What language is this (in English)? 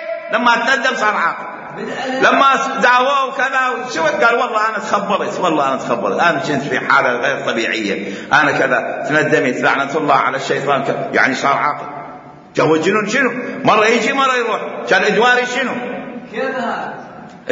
Mesopotamian Arabic